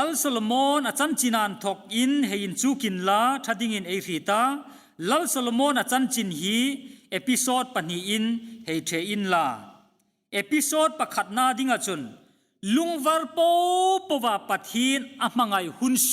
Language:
Hmar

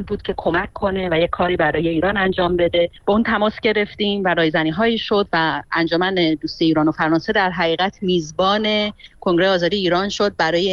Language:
Persian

